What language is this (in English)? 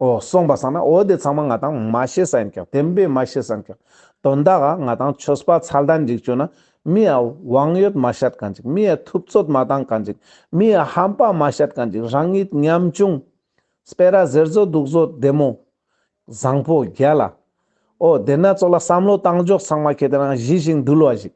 Ladakhi